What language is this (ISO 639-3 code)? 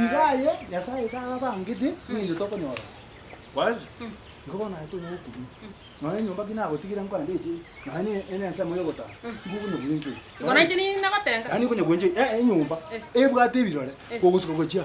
guz